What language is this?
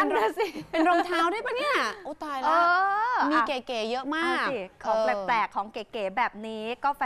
Thai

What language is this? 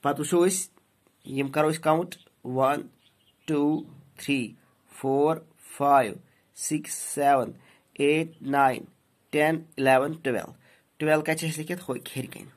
Kashmiri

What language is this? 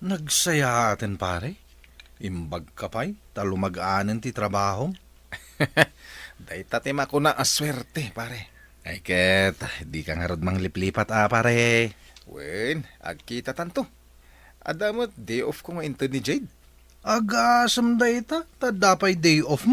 Iloko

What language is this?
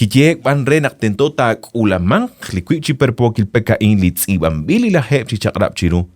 Kekchí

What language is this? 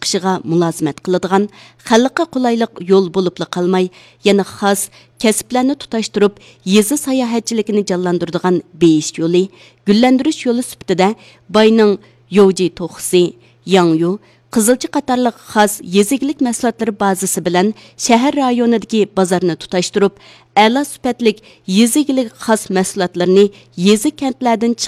Uyghur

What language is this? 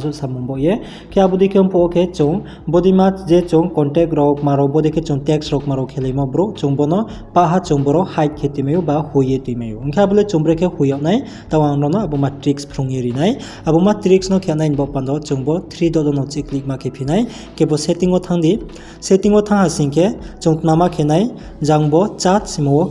Riang (India)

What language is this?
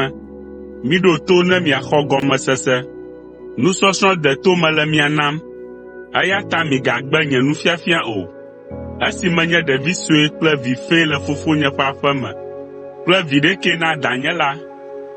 Ewe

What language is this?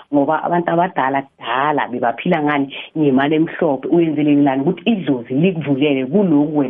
South Ndebele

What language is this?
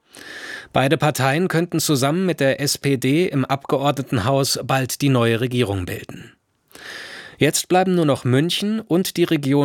German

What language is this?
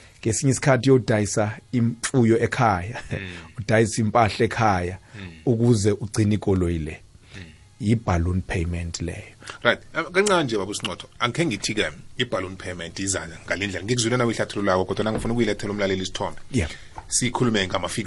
South Ndebele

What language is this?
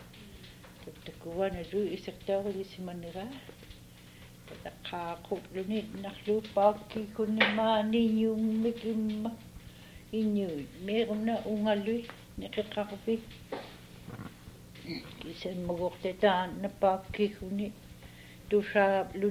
Inupiaq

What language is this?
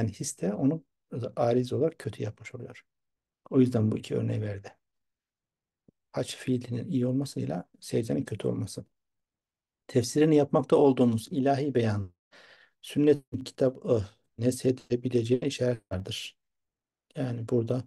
Turkish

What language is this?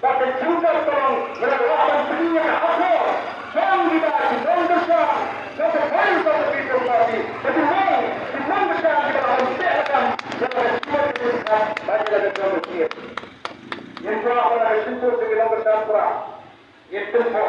Khasi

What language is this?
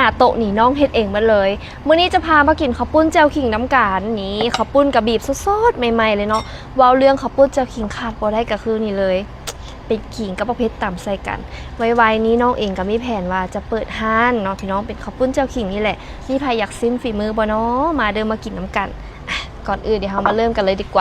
Lao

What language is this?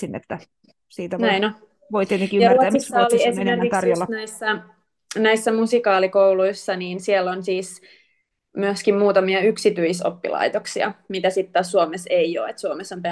Finnish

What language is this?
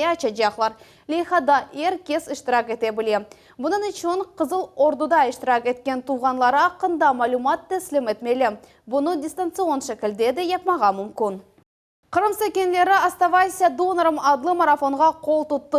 Crimean Tatar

